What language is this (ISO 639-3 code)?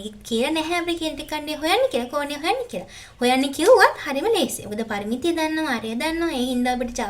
sin